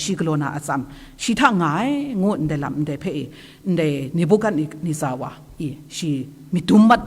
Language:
Kachin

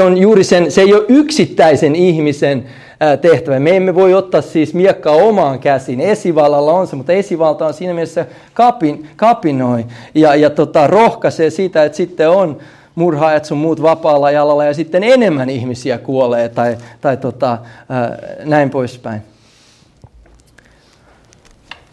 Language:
Finnish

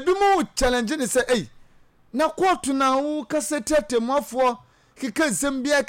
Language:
Akan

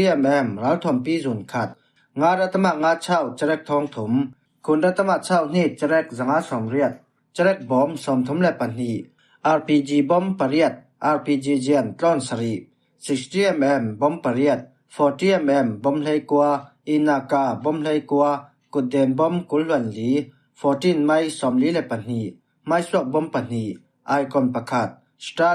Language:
Falam Chin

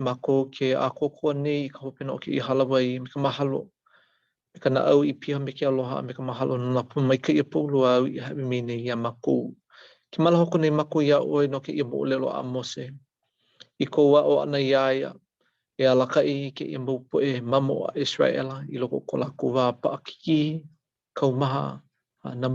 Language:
Hawaiian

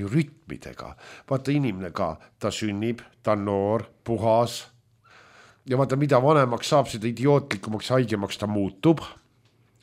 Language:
Estonian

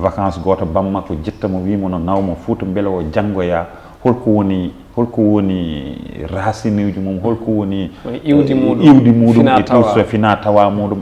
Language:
Fula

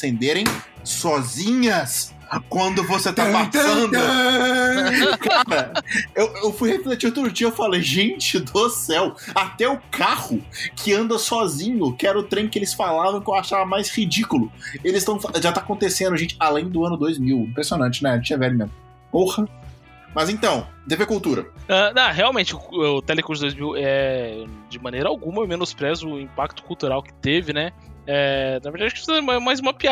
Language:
Portuguese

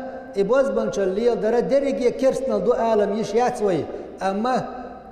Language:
Chechen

